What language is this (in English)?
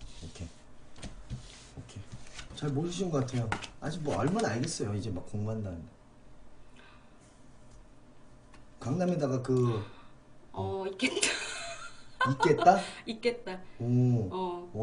Korean